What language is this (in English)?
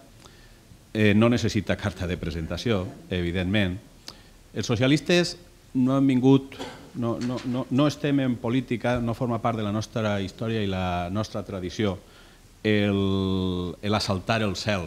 Catalan